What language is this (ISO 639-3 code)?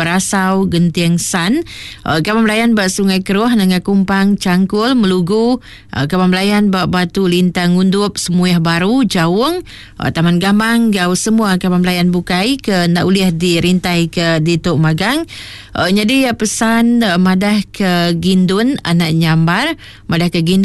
iba